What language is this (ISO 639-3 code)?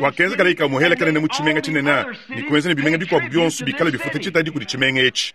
lua